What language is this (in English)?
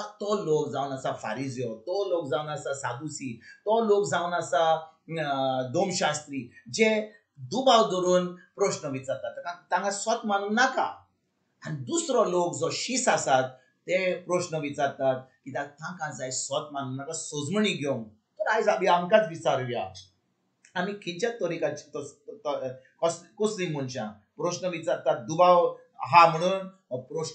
Konkani